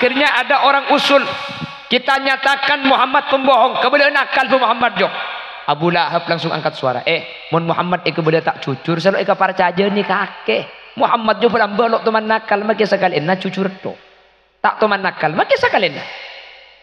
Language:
Madurese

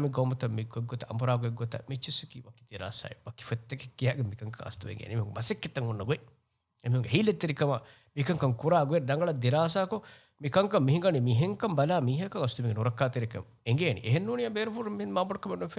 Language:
Divehi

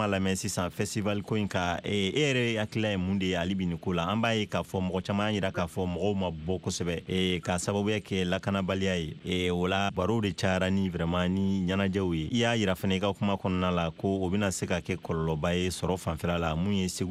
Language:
Bambara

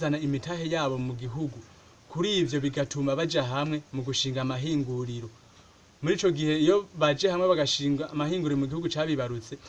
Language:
Rundi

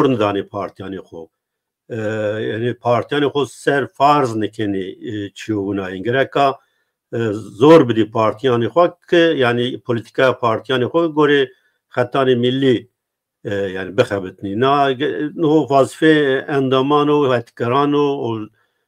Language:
Zaza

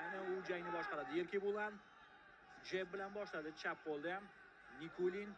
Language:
Uzbek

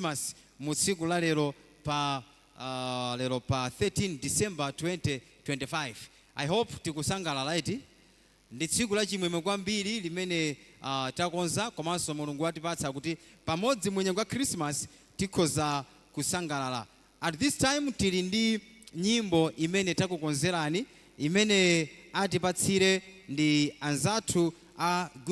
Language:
Nyanja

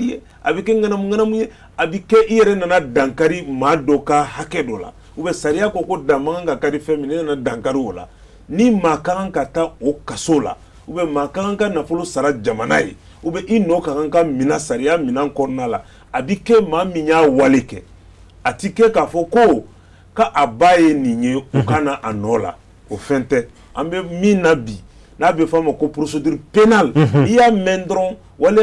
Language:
Bambara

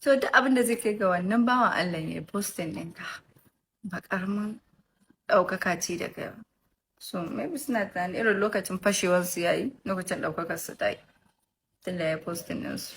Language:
Hausa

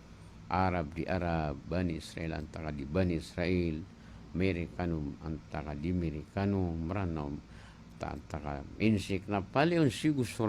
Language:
Maranao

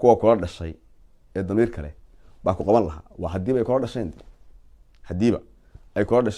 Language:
Somali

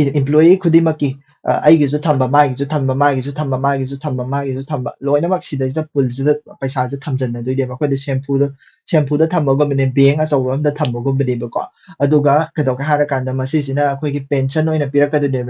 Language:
Manipuri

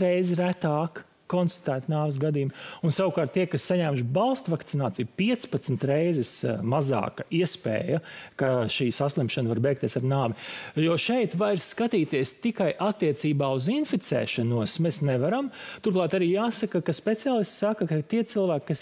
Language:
Latvian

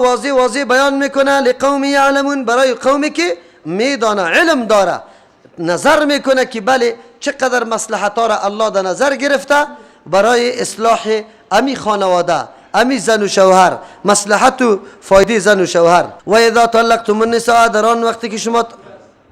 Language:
Persian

